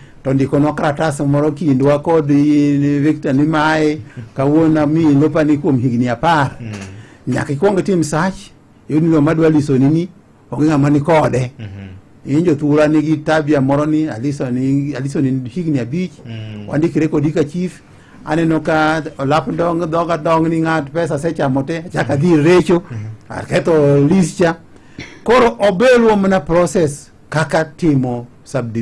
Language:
Luo (Kenya and Tanzania)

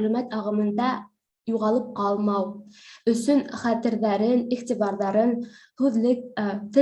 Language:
Bashkir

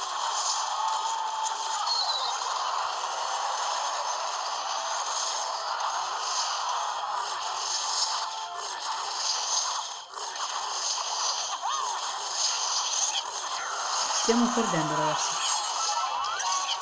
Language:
Italian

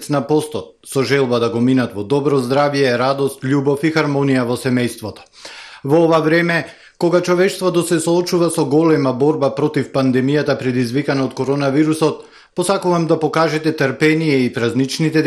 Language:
Macedonian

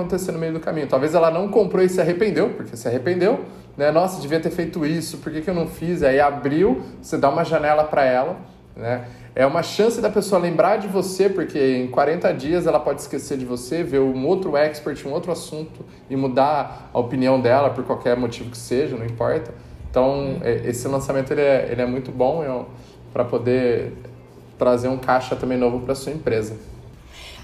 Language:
Portuguese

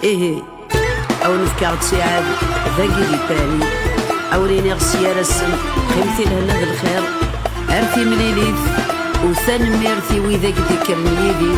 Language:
Kabyle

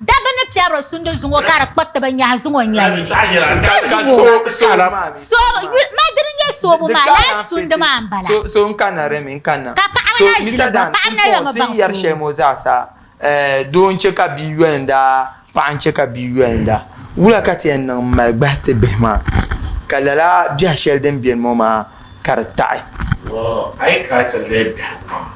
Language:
Dagbani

